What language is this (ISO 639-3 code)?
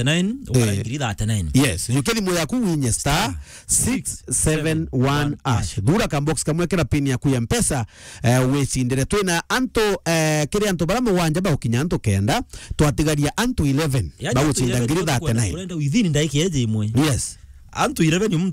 mer